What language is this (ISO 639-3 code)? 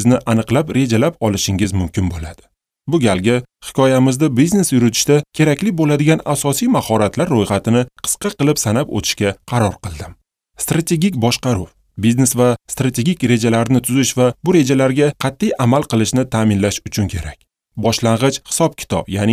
uzb